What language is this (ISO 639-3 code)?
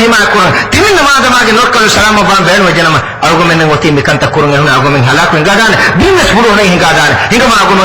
div